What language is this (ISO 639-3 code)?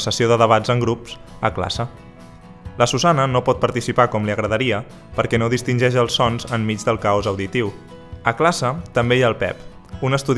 cat